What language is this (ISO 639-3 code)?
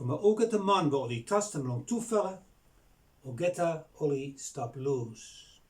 bis